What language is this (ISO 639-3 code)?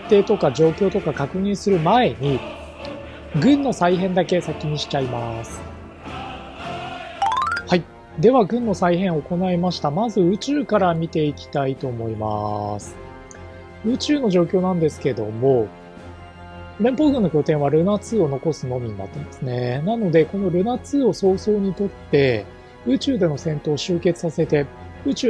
jpn